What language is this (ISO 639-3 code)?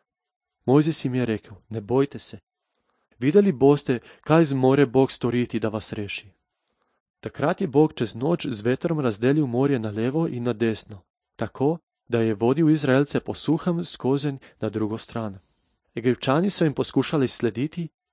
slv